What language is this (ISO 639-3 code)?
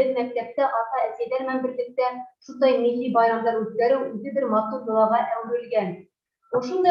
bak